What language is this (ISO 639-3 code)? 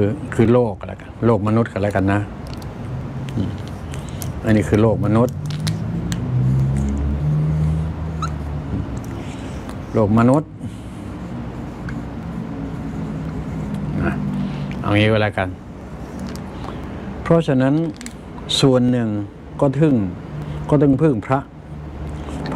tha